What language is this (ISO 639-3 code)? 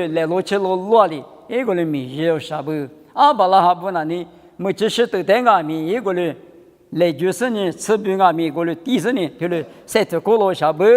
lis